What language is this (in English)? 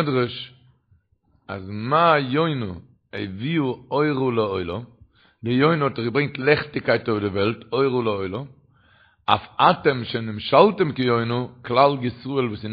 Yiddish